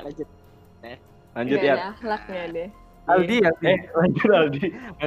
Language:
Indonesian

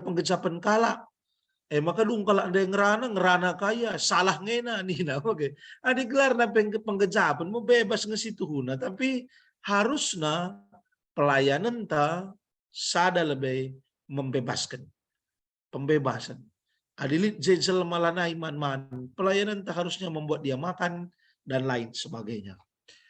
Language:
Batak Karo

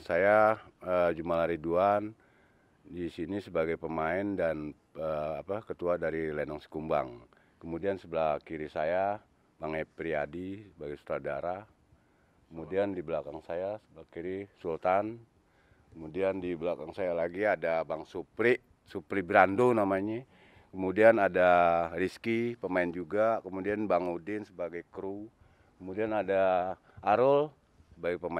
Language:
Betawi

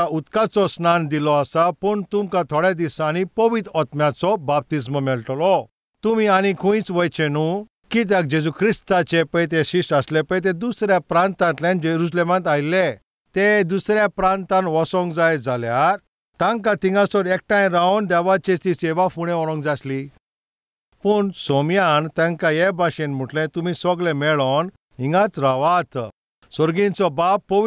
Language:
Konkani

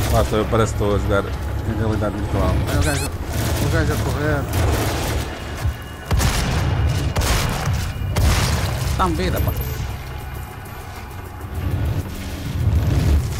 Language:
Portuguese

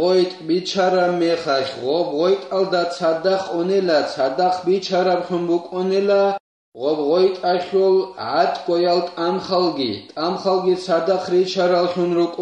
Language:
Avaric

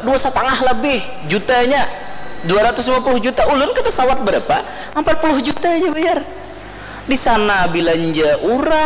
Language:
Banjar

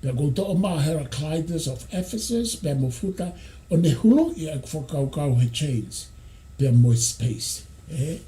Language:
Tongan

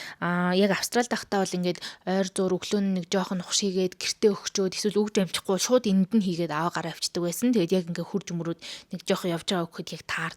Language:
Mongolian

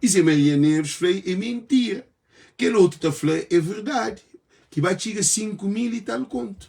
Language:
Kabuverdianu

